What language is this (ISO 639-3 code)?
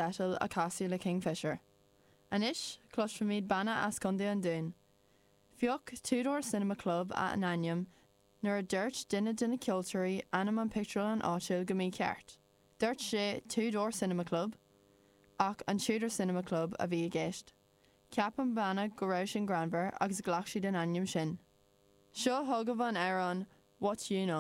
gle